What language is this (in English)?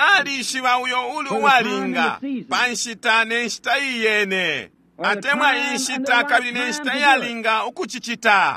Bemba